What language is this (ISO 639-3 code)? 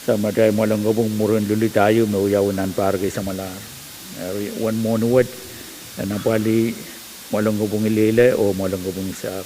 pon